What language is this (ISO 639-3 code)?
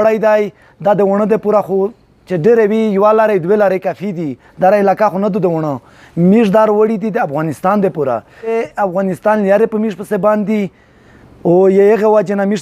pus